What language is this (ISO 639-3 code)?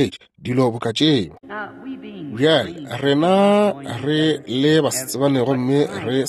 nso